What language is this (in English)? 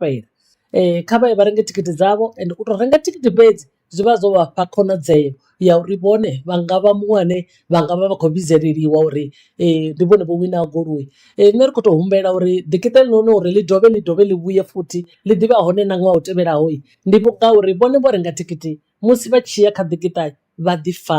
Venda